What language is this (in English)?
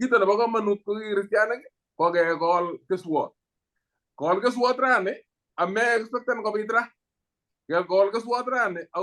Kalenjin